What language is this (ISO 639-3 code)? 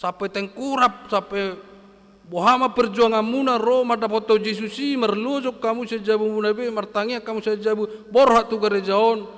bbc